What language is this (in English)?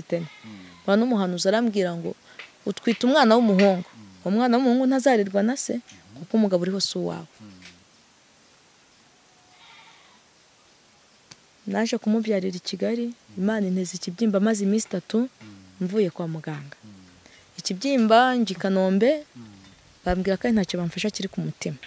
Kinyarwanda